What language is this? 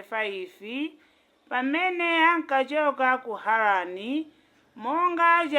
Nyanja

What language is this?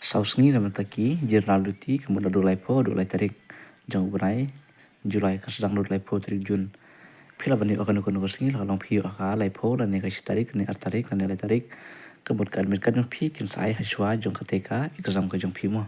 Khasi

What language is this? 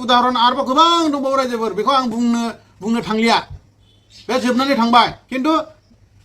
Bodo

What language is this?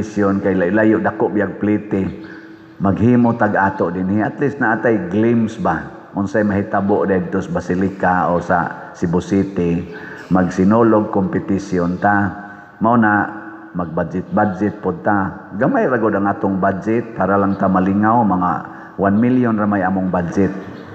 Cebuano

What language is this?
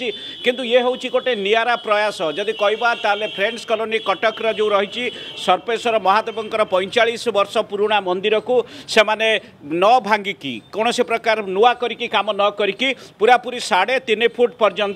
Odia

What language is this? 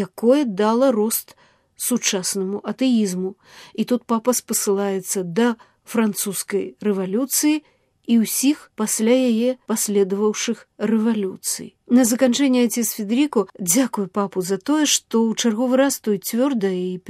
Belarusian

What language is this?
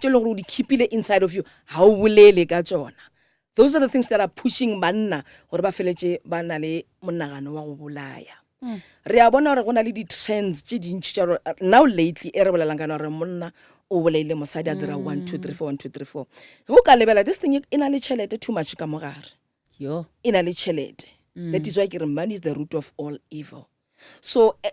Northern Sotho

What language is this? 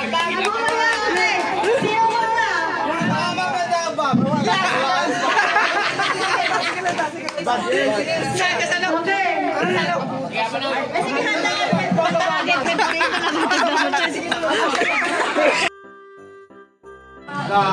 Filipino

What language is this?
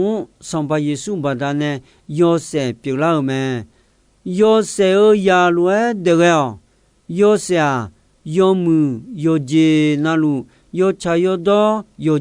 Akha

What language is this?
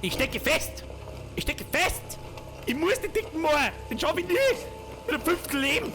Bavarian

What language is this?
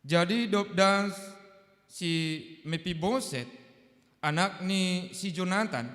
Batak Simalungun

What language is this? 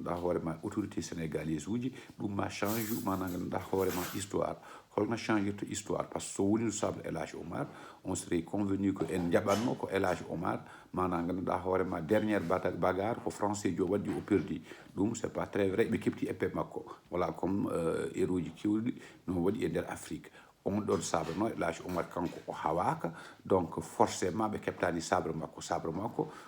Fula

